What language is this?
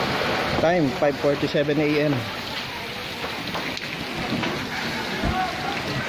Filipino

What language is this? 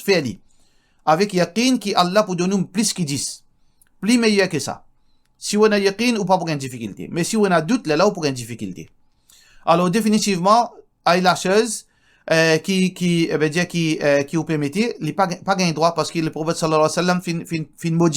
Morisyen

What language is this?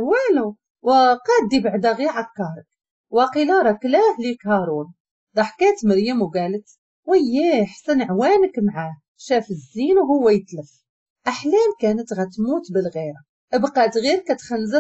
Moroccan Arabic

